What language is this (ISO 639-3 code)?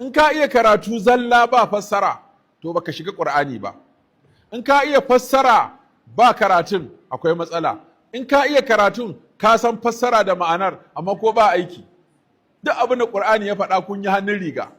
hau